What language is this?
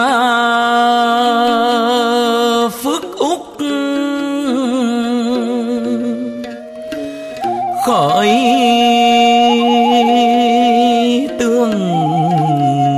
Vietnamese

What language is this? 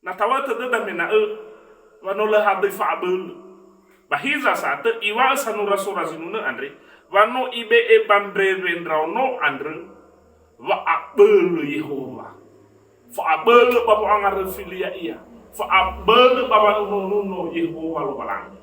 Nias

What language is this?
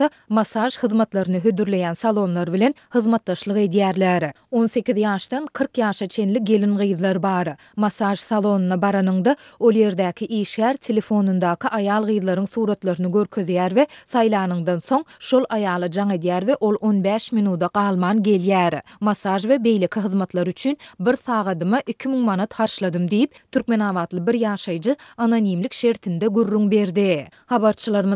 Turkmen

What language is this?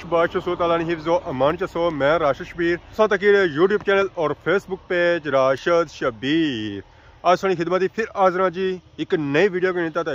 Pahari-Potwari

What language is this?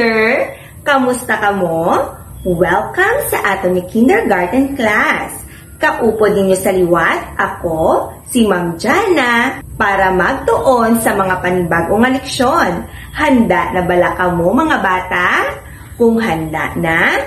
Hiligaynon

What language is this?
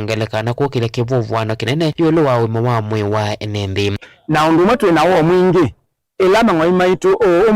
Kamba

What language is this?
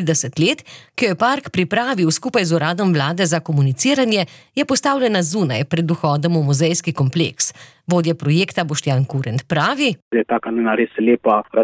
Slovenian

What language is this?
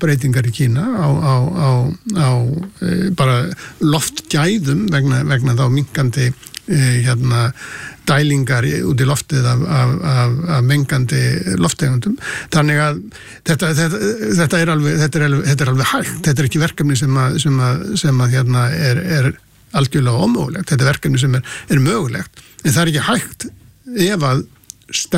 Icelandic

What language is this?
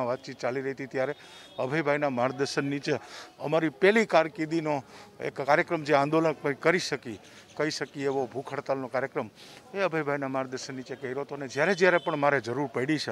Gujarati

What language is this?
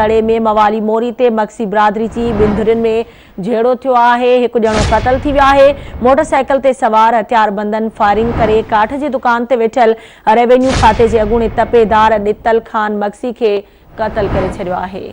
Sindhi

